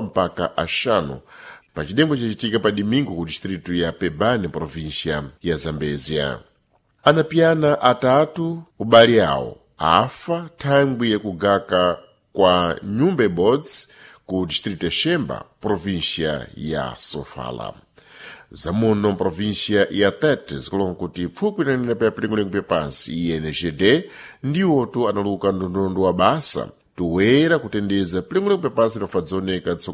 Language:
Sena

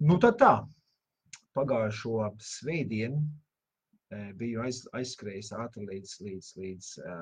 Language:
Latvian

